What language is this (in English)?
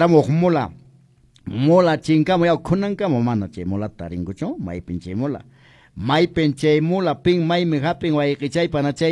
Quechua